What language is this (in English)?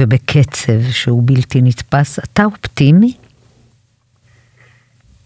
Hebrew